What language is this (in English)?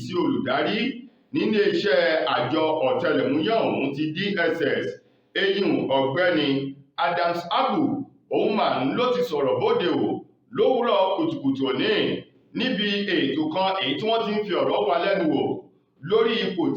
Yoruba